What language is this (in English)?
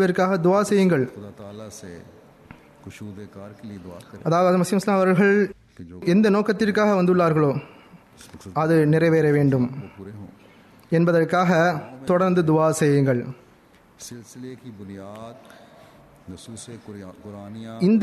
Tamil